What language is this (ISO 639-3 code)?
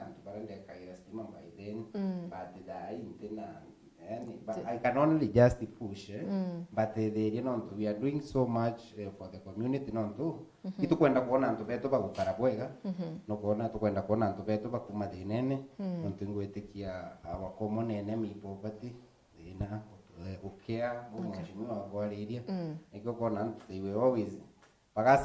mer